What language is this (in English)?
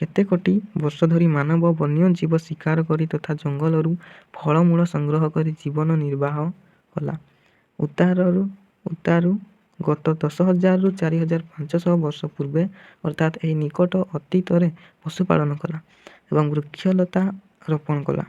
Odia